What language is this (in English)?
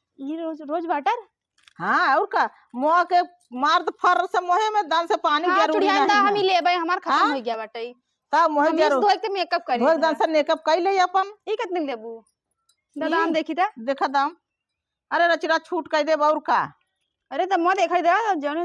Awadhi